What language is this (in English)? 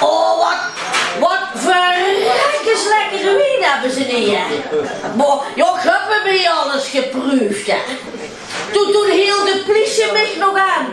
Limburgish